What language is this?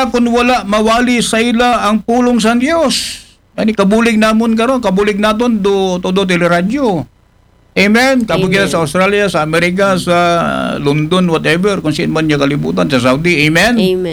Aklanon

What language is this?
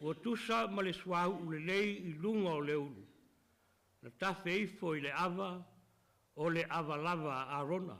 Samoan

